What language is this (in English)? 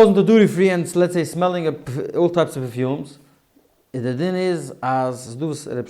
Yiddish